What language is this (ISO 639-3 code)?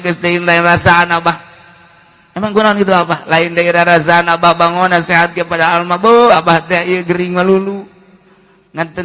sun